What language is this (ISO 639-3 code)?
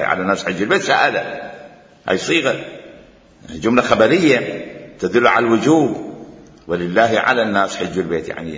acm